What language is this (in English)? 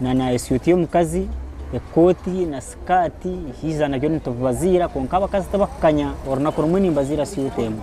Nyankole